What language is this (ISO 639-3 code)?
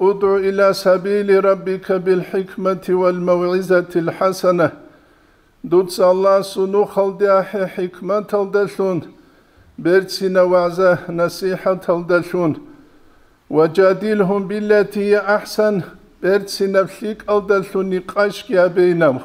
ava